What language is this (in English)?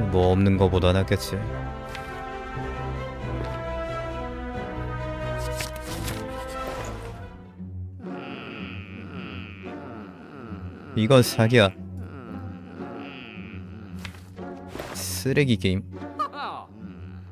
Korean